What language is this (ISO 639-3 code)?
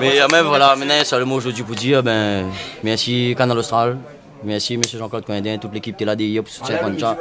rcf